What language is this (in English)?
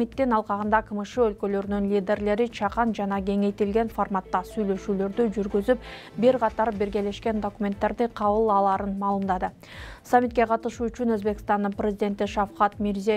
Kyrgyz